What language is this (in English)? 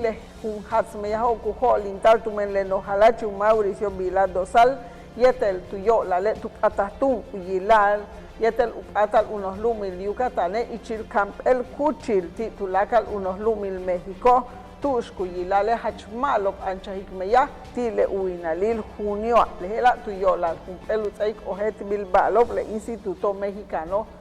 Yucateco